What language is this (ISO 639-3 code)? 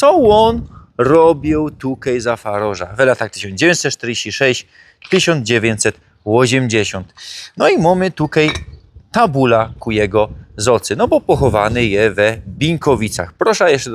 szl